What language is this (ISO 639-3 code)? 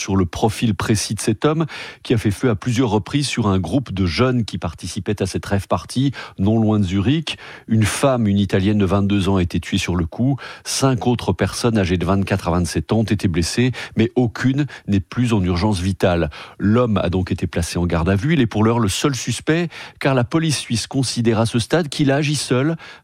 fra